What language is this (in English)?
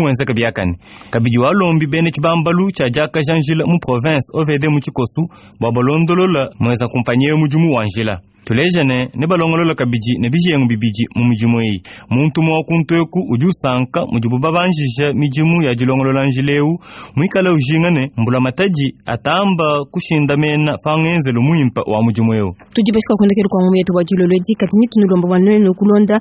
Luba-Lulua